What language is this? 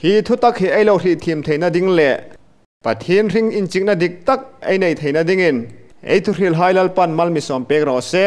Hmar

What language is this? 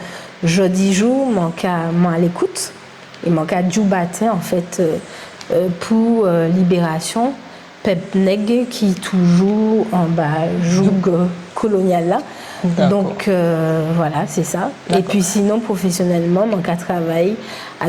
Guadeloupean Creole French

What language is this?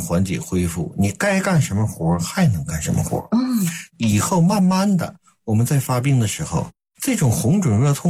Chinese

